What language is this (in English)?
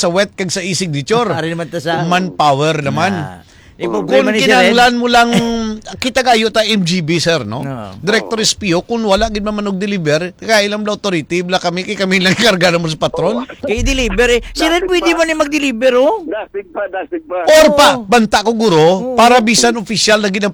Hiligaynon